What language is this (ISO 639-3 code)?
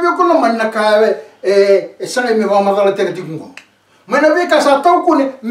fij